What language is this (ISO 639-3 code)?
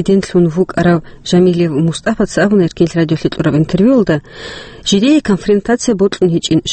ava